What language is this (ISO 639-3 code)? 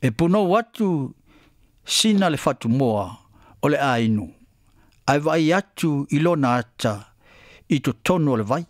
smo